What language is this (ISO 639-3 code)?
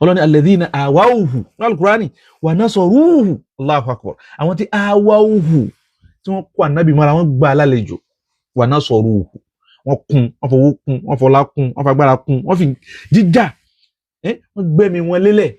yor